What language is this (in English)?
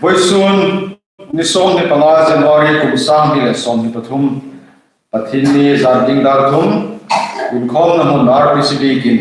Hmar